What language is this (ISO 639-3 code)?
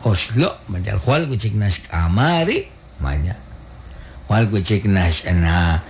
kek